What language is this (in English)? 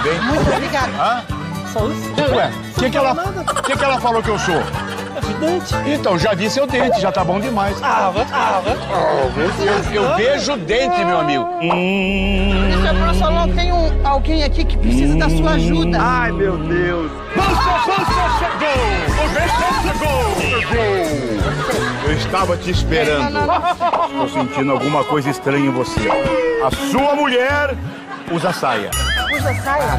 Portuguese